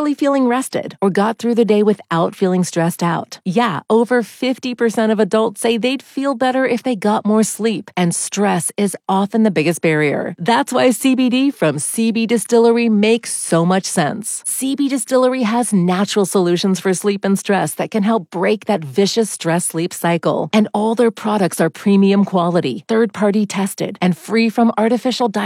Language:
English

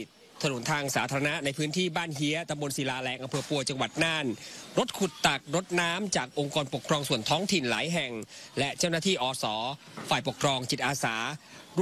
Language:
Thai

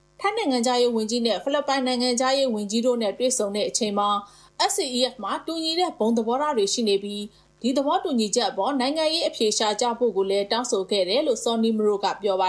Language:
Burmese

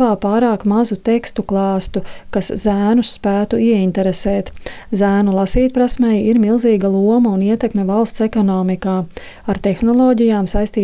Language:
Latvian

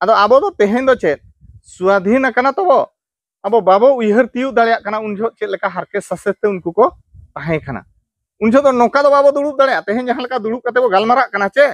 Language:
Santali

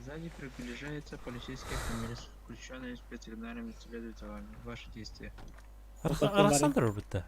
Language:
Yakut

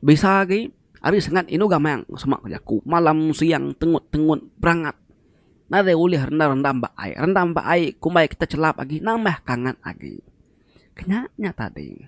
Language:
Iban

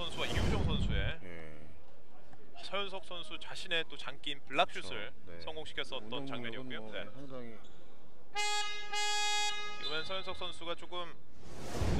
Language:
Korean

